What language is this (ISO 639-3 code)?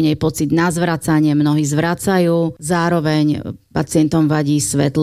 slk